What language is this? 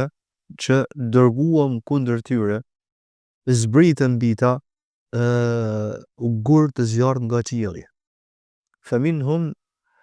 Albanian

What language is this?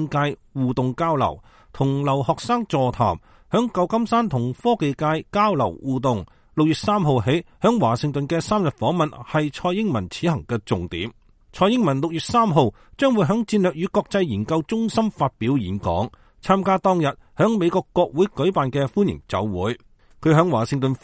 Cantonese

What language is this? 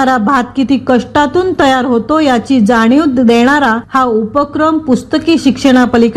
Marathi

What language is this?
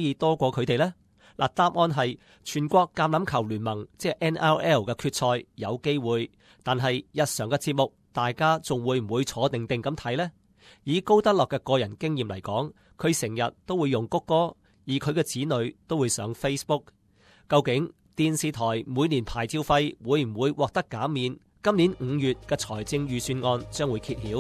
Cantonese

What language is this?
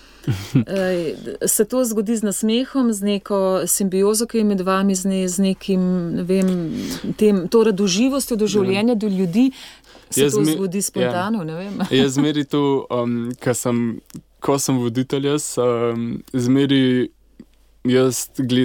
Slovenian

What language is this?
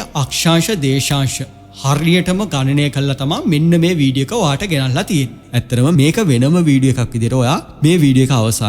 Sinhala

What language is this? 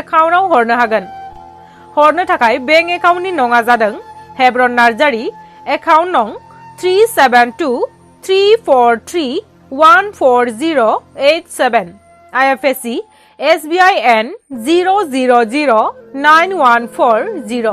Bodo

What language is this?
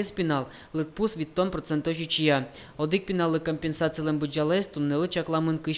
Udmurt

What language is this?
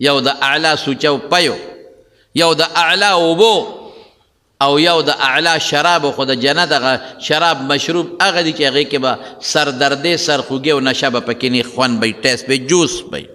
Pashto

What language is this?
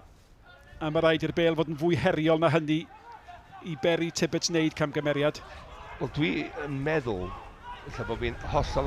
Welsh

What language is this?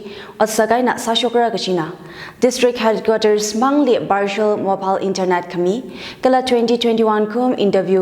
Tangkhul Naga (India)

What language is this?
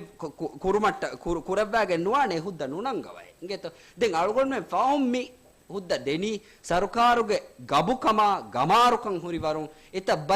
Divehi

